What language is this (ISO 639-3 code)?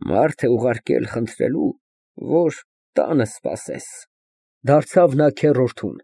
hye